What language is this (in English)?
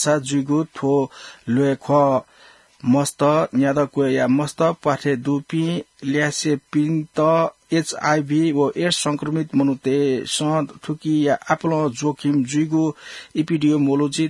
Newari